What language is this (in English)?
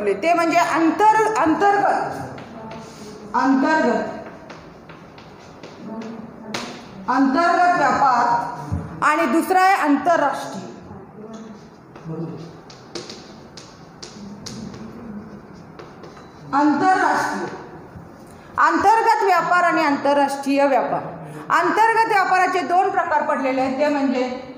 Marathi